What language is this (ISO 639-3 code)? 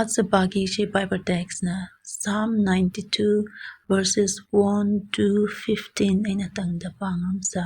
nmf